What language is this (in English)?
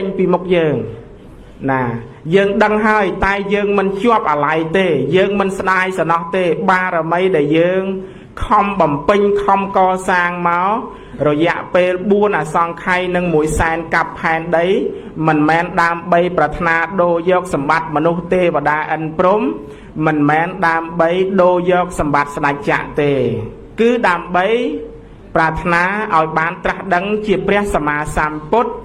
Khmer